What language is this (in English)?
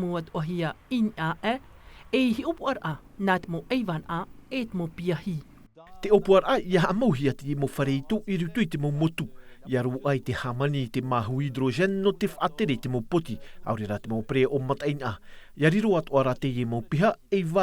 Tahitian